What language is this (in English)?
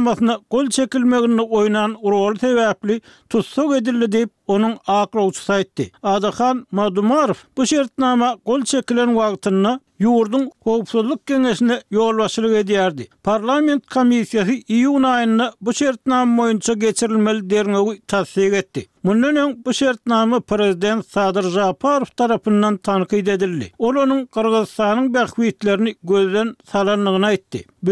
Turkmen